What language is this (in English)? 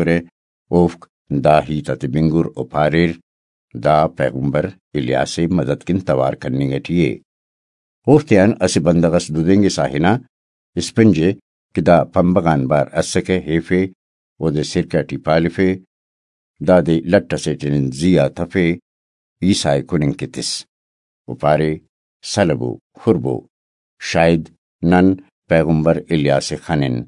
Brahui